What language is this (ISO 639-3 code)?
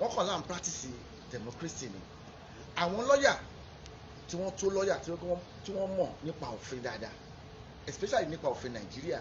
yor